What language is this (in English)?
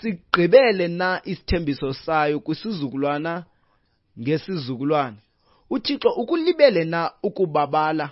Xhosa